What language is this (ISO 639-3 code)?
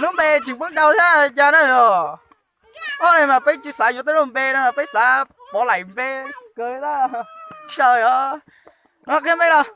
hmn